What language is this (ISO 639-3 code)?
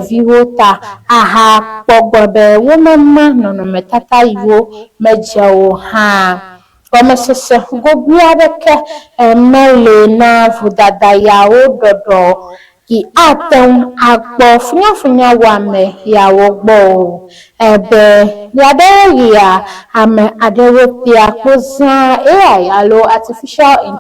ewe